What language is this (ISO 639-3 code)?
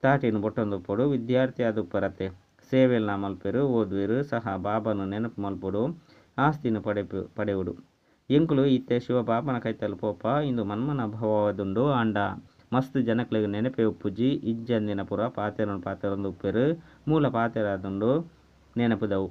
tcy